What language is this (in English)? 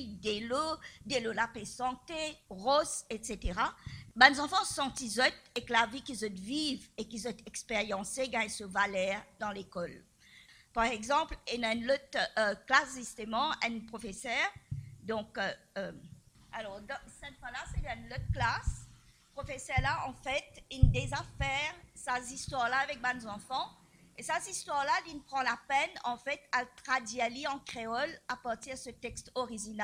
Morisyen